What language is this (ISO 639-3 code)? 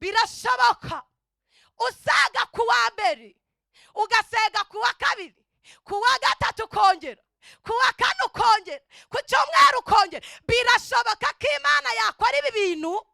kin